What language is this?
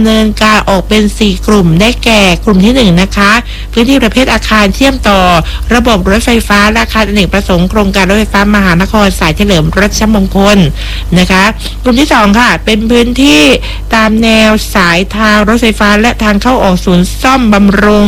Thai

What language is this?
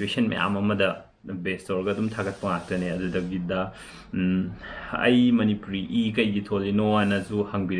Manipuri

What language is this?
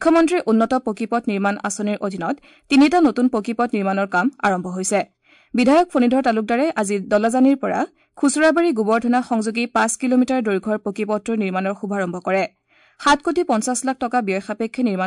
Assamese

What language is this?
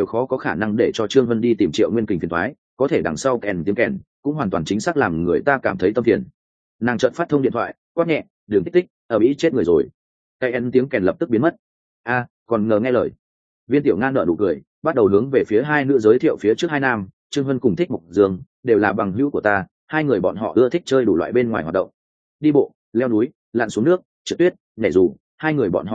Vietnamese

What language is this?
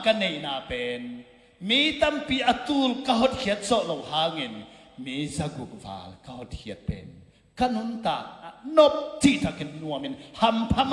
Tedim Chin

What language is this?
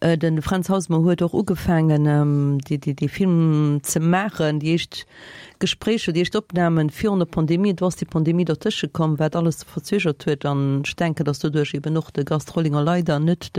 Luxembourgish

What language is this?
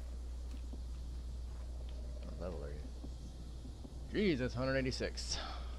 English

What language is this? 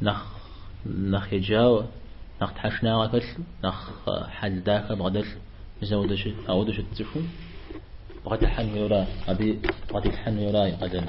Kabardian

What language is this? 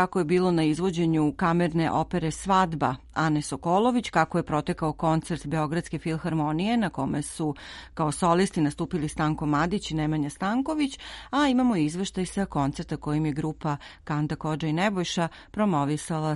Serbian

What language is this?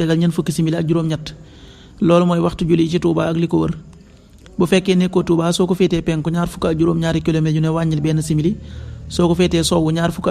Wolof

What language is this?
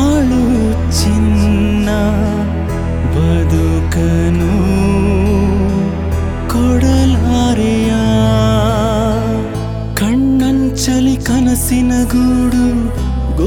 Kannada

